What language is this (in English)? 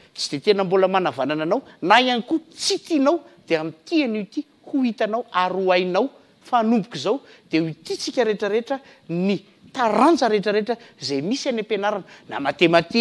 Malagasy